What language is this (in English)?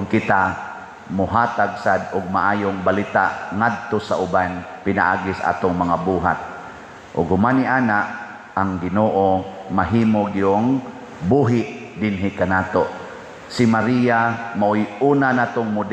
Cebuano